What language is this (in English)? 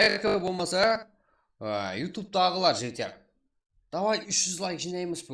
Kara-Kalpak